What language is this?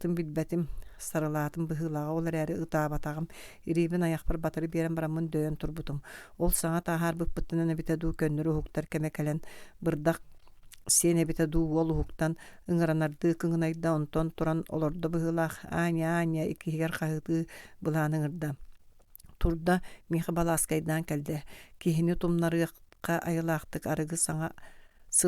Yakut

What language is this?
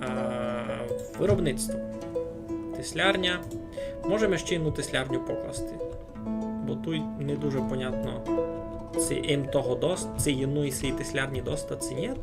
Rusyn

